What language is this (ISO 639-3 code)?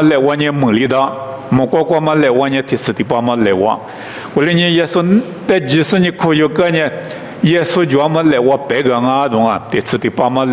lis